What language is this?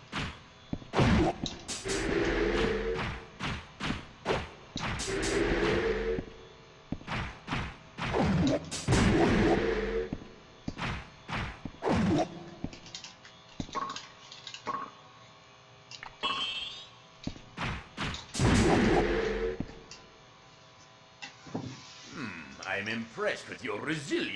English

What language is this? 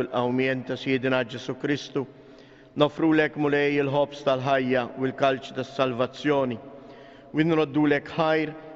Maltese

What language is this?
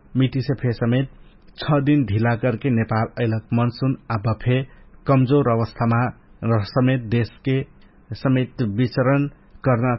Dangaura Tharu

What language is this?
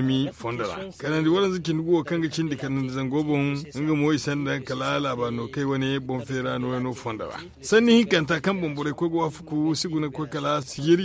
Zarma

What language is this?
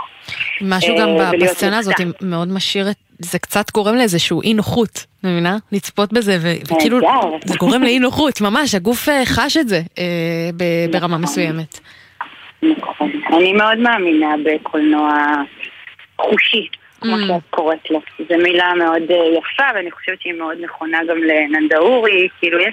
Hebrew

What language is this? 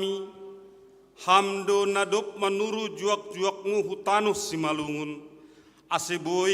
Batak Simalungun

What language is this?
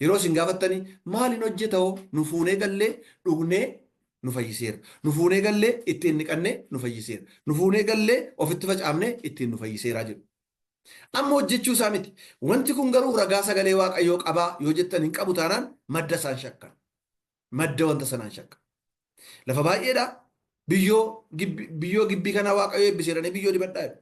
Oromo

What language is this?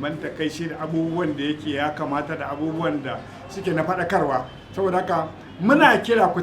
Hausa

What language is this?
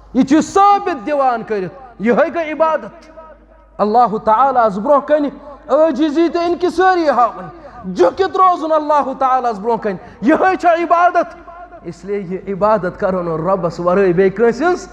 Kashmiri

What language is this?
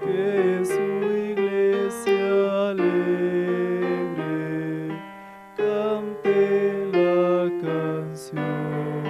Aymara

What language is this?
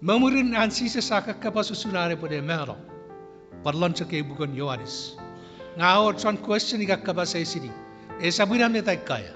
Chuukese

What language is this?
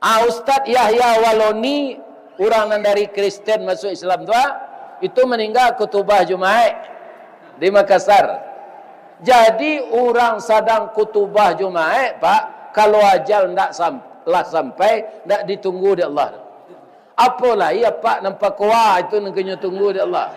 Minangkabau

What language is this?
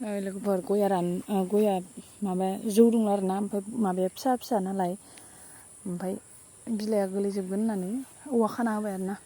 Bodo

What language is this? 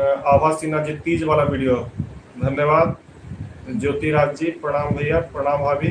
Magahi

